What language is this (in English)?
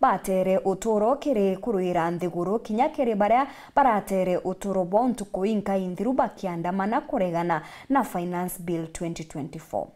Meru